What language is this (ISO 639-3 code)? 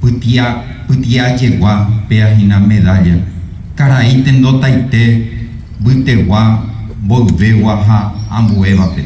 grn